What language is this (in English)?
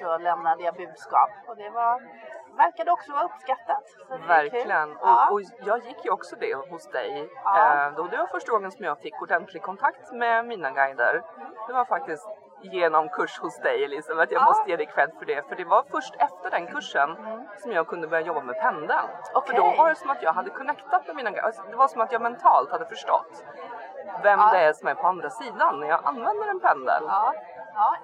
Swedish